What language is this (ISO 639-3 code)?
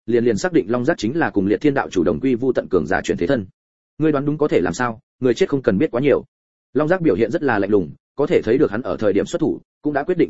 vie